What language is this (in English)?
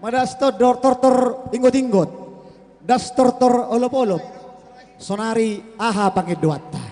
Batak Simalungun